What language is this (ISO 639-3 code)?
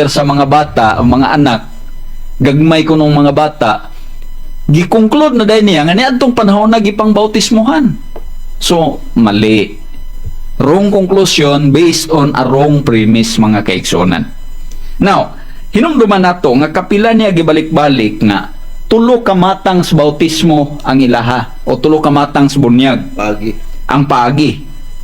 ceb